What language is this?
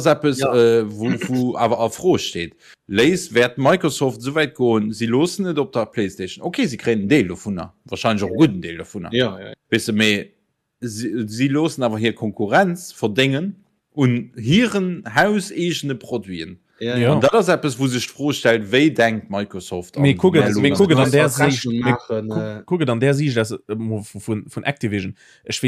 Luxembourgish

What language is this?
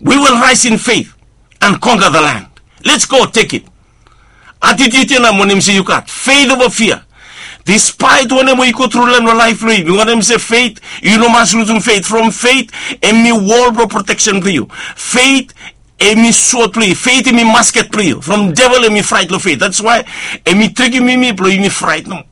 Bislama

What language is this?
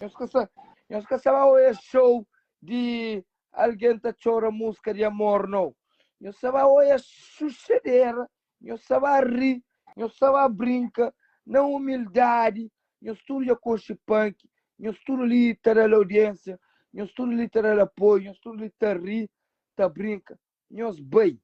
Kabuverdianu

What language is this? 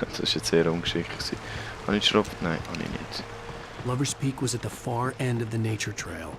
Swiss German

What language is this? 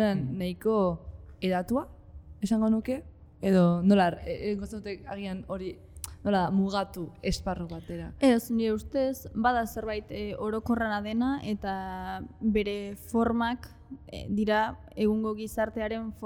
Basque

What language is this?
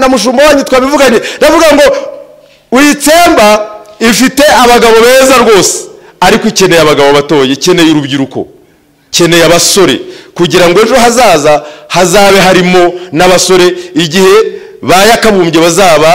Kinyarwanda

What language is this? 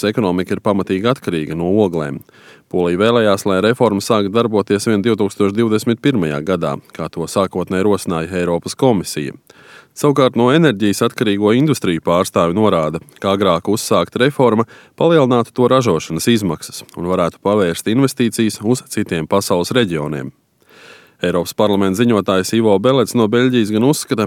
Latvian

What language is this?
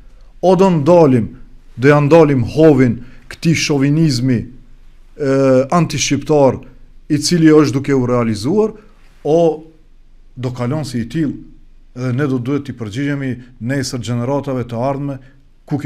Albanian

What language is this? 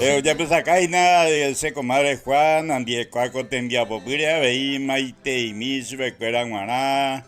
Guarani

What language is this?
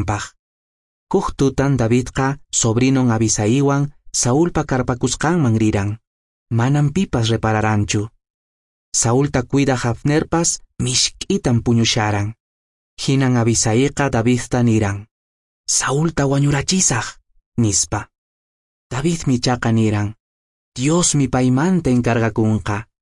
Quechua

